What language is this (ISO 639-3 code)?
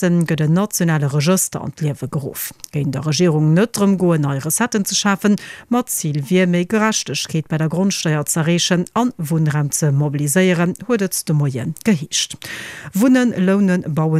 ltz